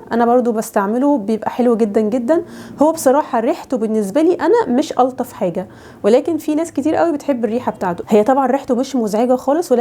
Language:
Egyptian Arabic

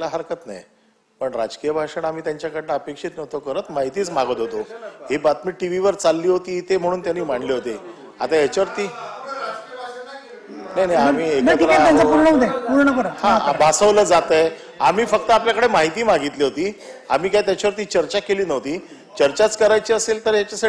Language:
Marathi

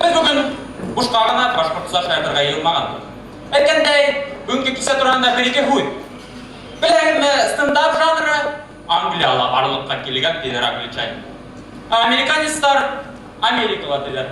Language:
Bashkir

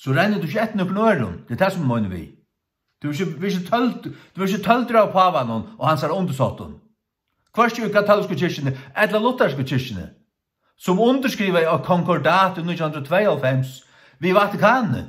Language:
Faroese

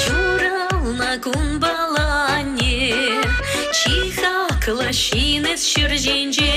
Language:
Chuvash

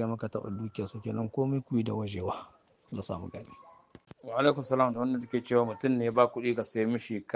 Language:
Hausa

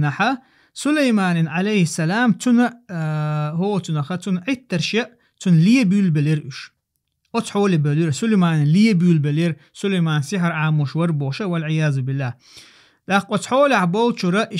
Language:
Chechen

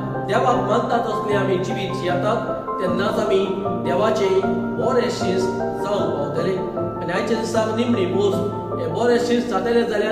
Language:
Konkani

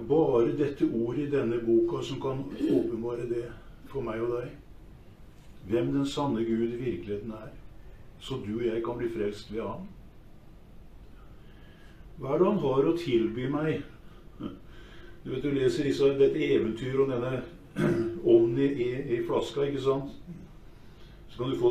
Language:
Norwegian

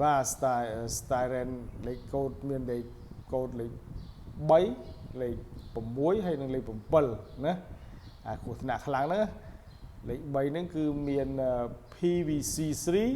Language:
Khmer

